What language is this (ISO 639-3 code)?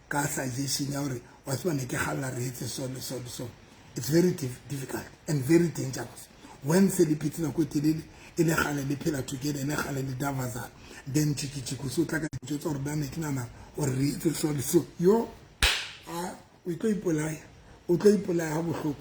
sot